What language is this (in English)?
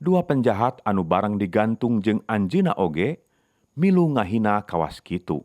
Sundanese